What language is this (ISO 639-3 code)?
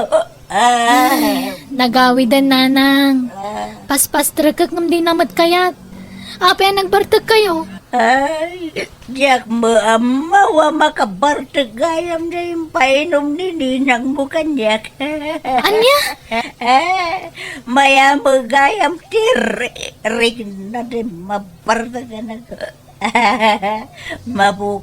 ilo